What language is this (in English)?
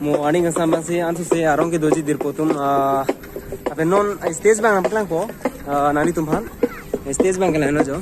Karbi